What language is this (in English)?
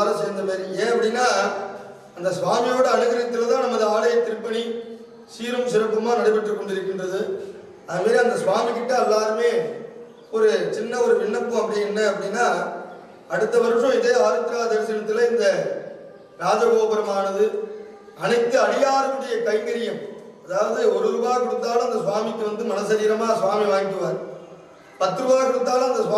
Tamil